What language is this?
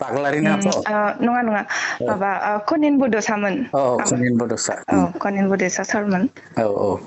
Bodo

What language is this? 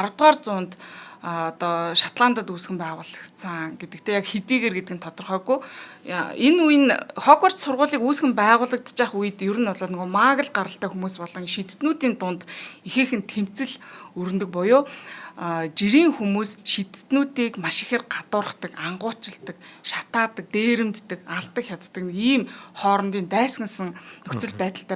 Mongolian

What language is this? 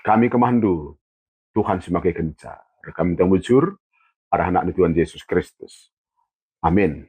Batak Karo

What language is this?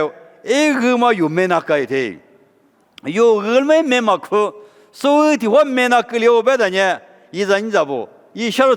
Lisu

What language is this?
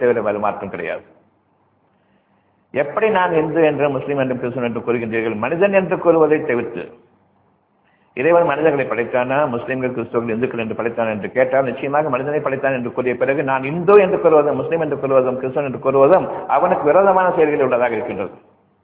Tamil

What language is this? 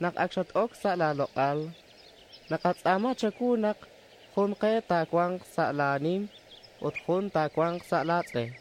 Kekchí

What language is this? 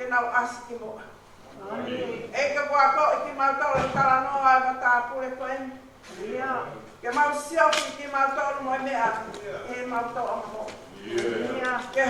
Tongan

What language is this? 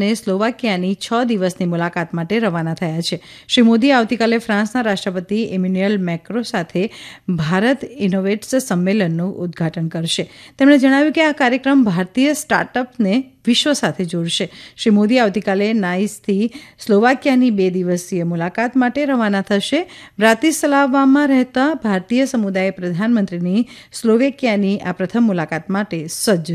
Gujarati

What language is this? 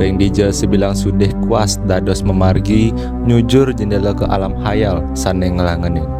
Balinese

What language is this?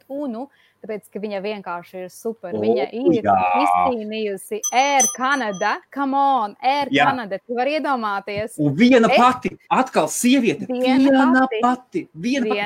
Latvian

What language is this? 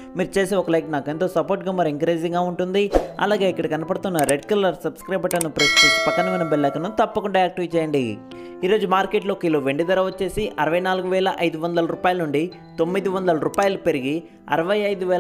Telugu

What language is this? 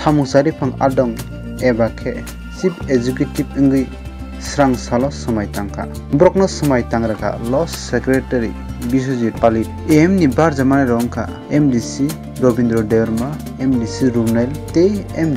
Kok Borok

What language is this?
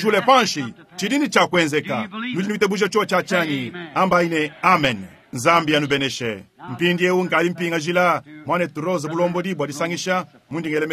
Luba-Lulua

